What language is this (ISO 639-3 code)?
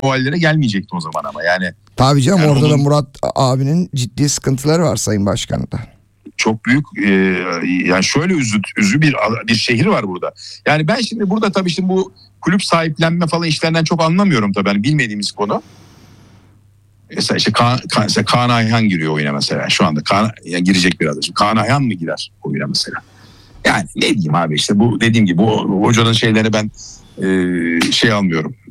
tur